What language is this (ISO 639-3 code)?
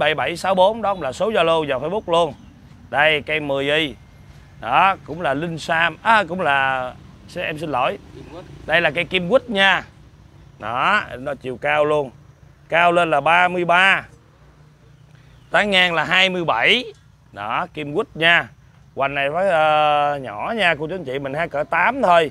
vie